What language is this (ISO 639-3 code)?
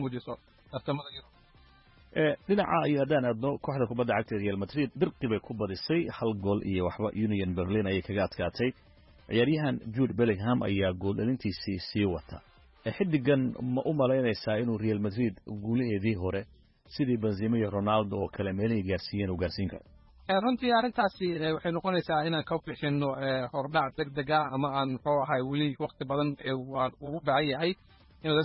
som